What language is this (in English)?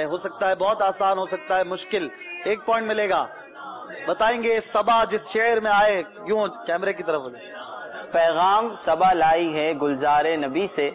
Urdu